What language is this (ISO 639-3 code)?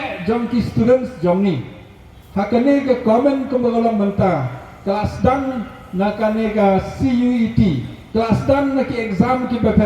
kha